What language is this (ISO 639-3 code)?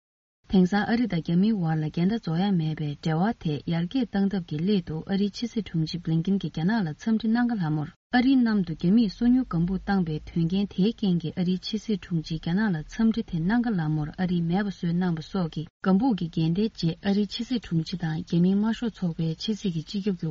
bod